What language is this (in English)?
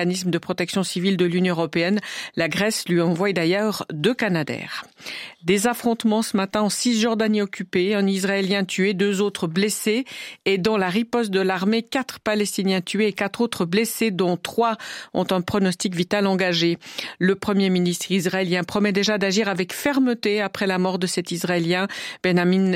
French